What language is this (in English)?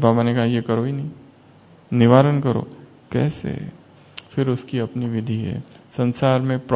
Hindi